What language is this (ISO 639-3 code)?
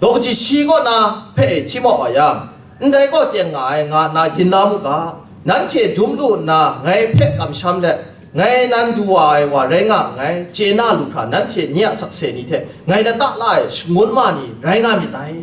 kac